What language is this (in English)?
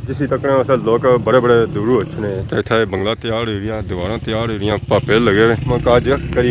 Pahari-Potwari